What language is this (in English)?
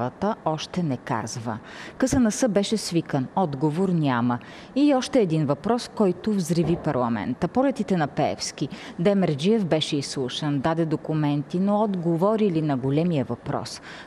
Bulgarian